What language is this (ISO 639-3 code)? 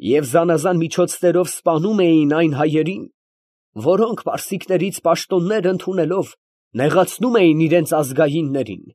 hye